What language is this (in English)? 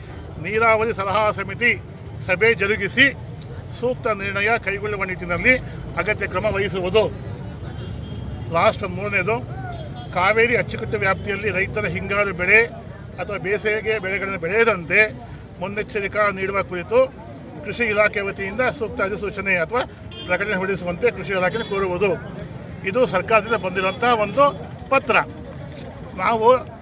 Kannada